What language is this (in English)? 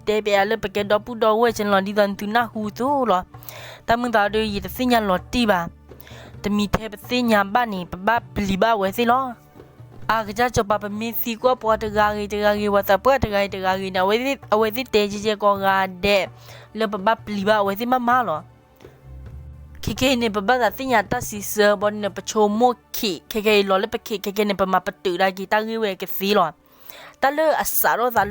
S'gaw Karen